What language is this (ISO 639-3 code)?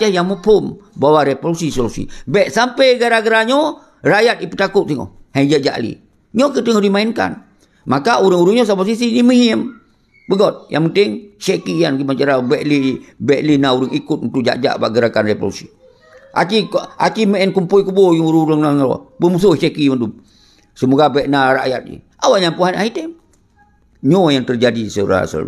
ace